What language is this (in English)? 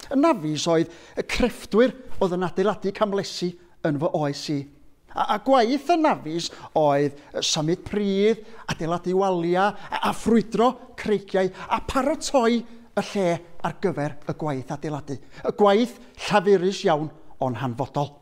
Welsh